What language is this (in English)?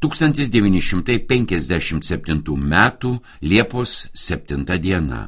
Lithuanian